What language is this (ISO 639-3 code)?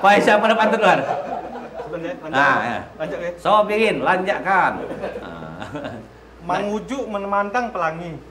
mui